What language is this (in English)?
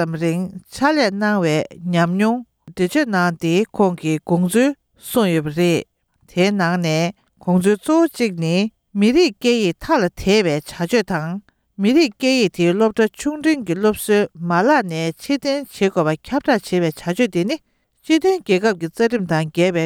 Tibetan